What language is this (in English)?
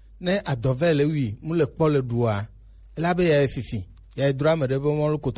Gen